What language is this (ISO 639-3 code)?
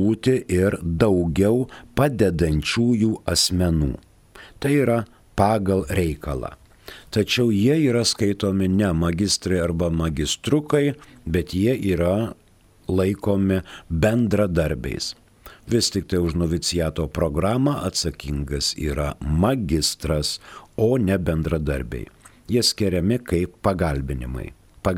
lit